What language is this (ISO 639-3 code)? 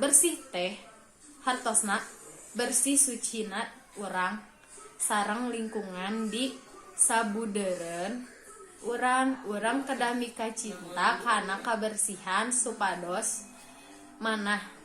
sun